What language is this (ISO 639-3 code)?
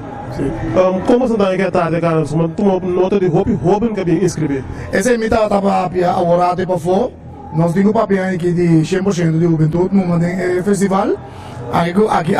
pap